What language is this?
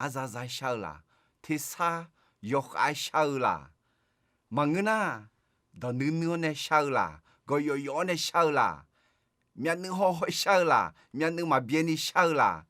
Akha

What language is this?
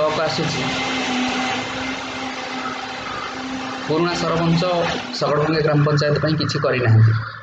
Odia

